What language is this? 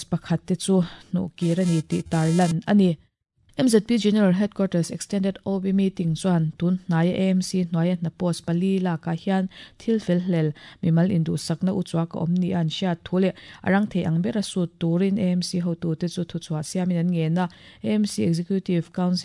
Mizo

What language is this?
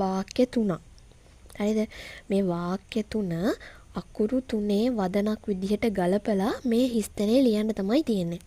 Sinhala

